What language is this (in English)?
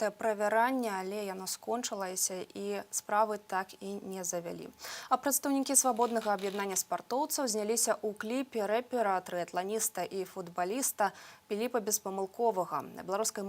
Belarusian